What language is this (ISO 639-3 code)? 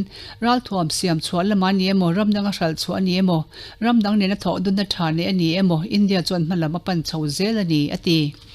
lus